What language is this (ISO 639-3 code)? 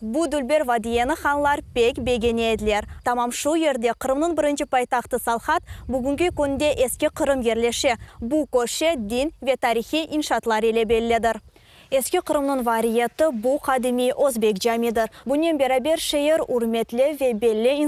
crh